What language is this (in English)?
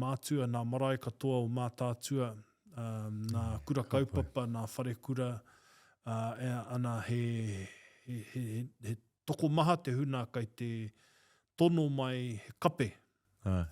Māori